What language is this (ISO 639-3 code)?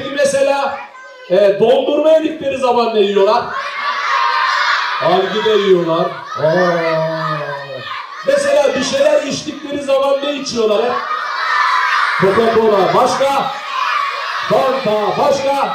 tur